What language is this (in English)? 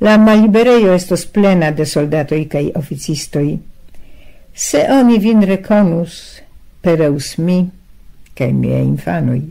Esperanto